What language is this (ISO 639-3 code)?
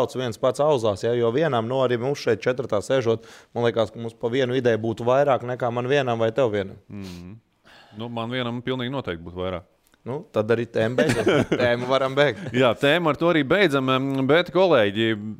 lav